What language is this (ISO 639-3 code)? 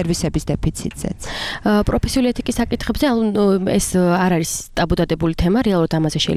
kat